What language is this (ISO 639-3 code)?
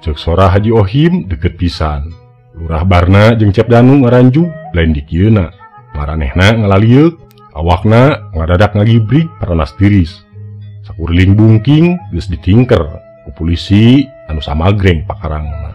sun